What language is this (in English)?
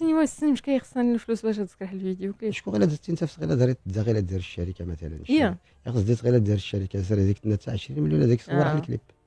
Moroccan Arabic